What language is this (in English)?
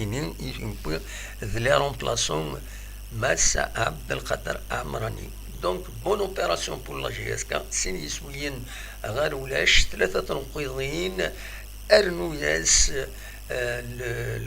Kabyle